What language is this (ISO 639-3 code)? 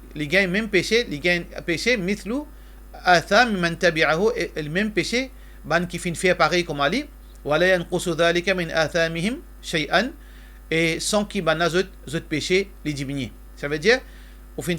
mfe